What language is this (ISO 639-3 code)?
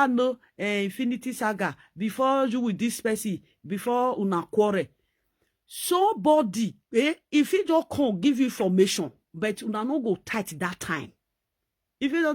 pcm